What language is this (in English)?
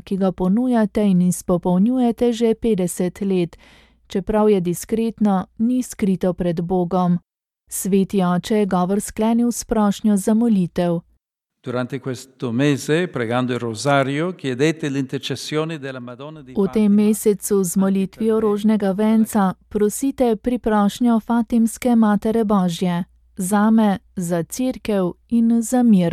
Slovenian